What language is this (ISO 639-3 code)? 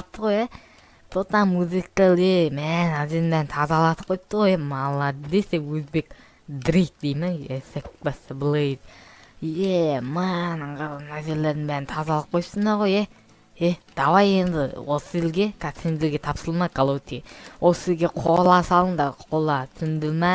kaz